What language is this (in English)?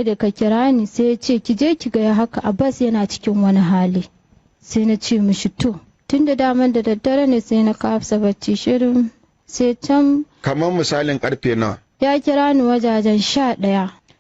Hausa